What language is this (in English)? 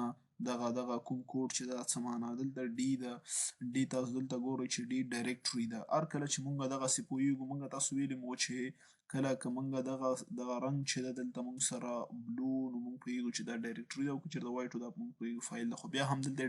Pashto